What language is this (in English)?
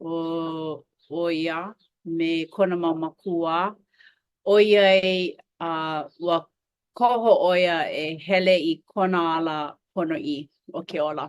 Hawaiian